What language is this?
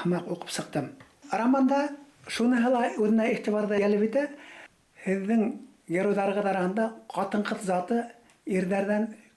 Bashkir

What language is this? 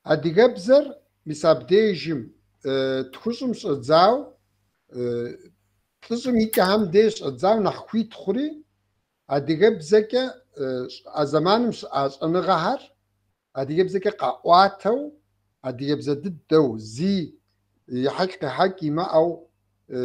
Kabardian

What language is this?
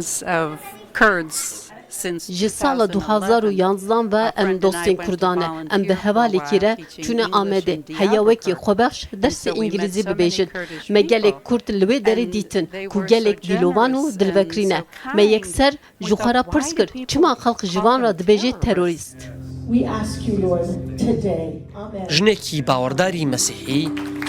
Kurdish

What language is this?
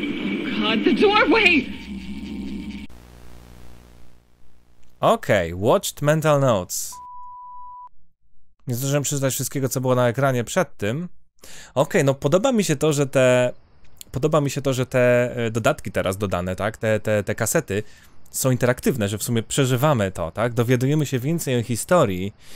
Polish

